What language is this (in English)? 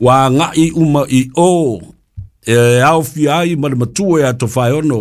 Samoan